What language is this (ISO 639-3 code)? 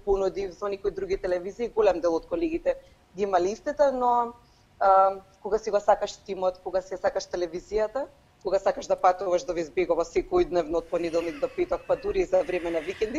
mkd